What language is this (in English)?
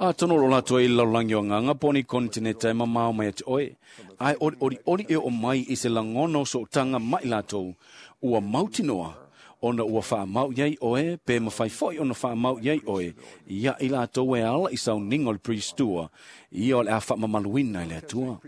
Samoan